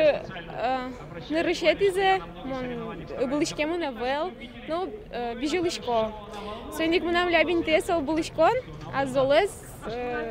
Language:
Udmurt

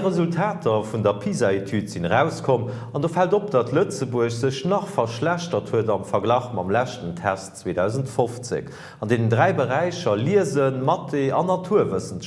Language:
Luxembourgish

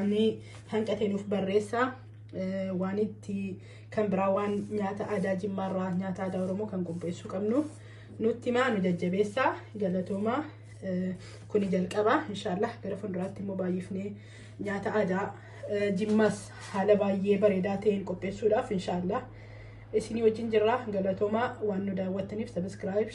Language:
Oromo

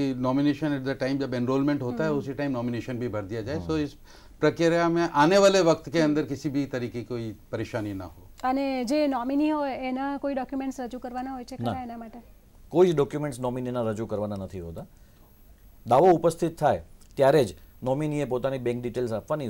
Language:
Gujarati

